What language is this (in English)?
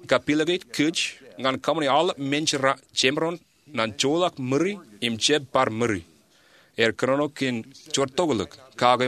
Marshallese